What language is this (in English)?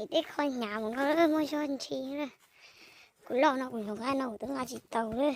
Hmong